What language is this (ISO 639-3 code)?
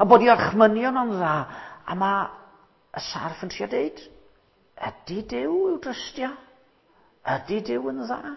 cym